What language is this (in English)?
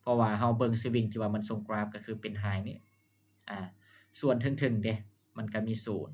Lao